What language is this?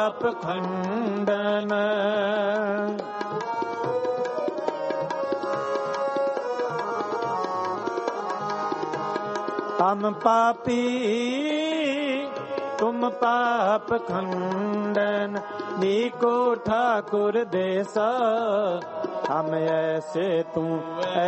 Punjabi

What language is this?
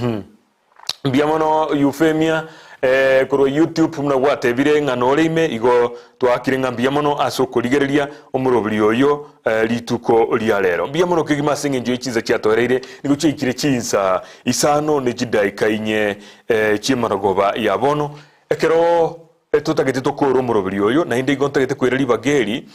Gusii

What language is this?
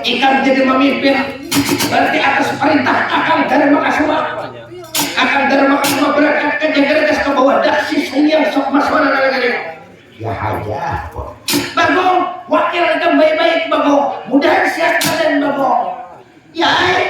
Banjar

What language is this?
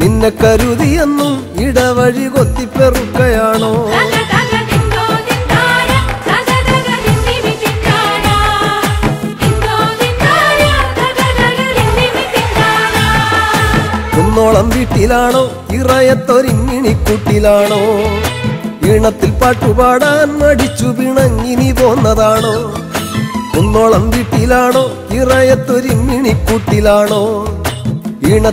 Malayalam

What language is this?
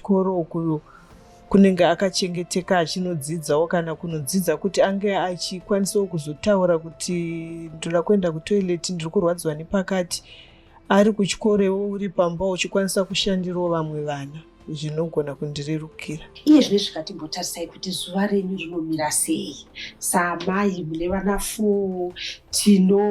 Shona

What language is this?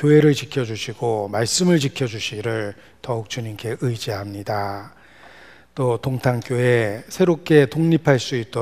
Korean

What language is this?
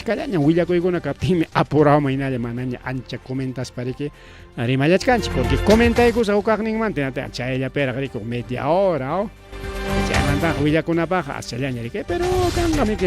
Ayacucho Quechua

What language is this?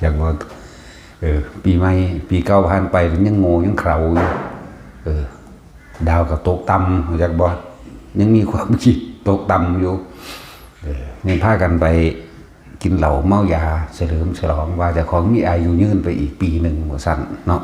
Northeastern Thai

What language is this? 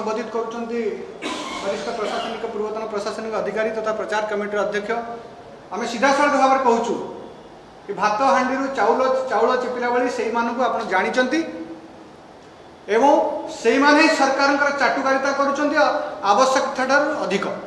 Odia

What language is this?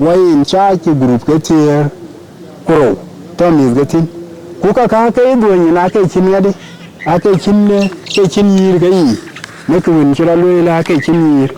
Dinka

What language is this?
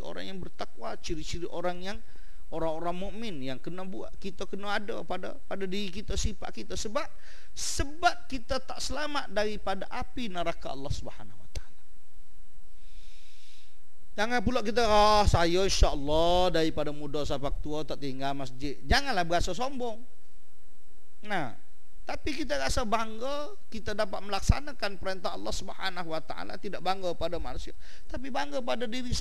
Malay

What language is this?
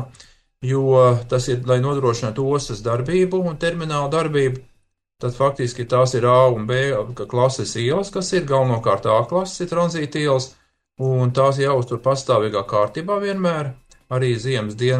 Latvian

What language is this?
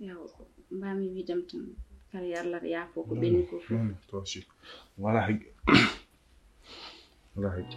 Fula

